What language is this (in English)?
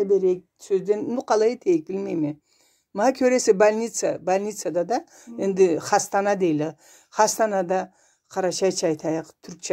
Karachay-Balkar